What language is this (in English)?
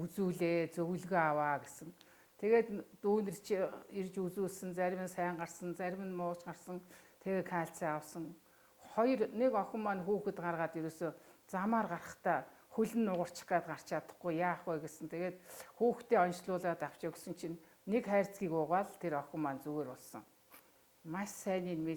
Mongolian